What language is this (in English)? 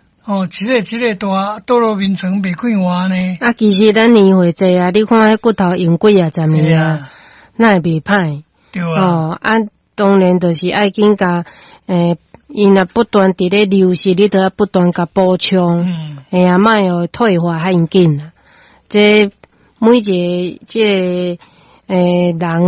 Min Nan Chinese